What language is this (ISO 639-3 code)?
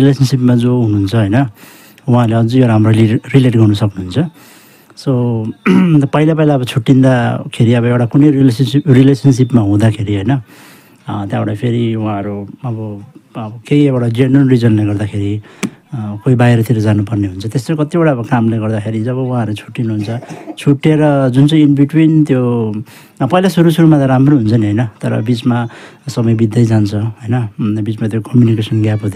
nep